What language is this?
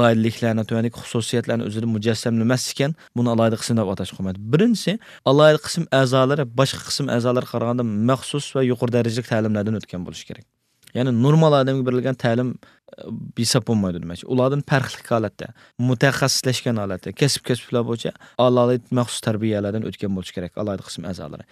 Uyghur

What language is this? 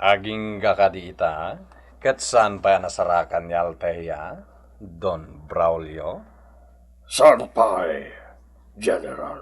Iloko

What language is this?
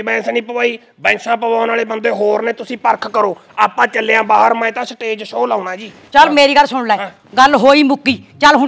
Punjabi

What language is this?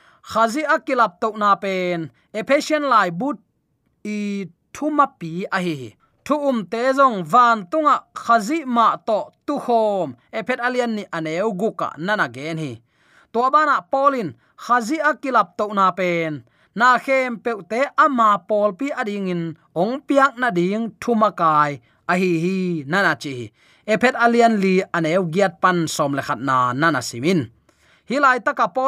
Tedim Chin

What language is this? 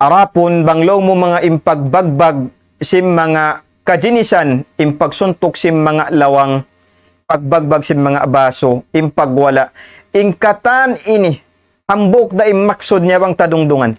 Tausug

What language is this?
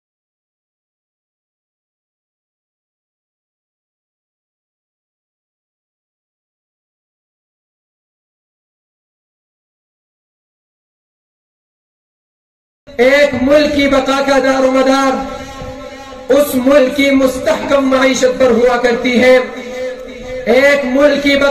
Urdu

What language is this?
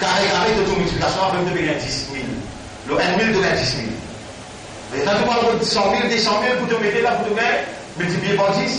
Morisyen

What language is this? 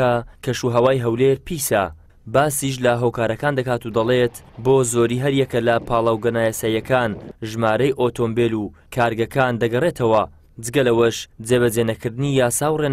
Central Kurdish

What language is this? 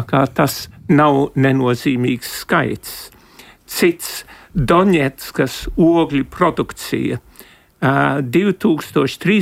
Latvian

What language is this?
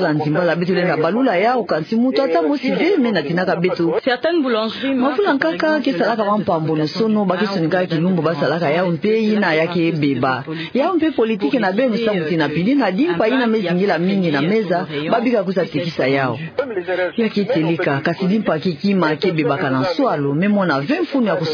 Kituba (Democratic Republic of Congo)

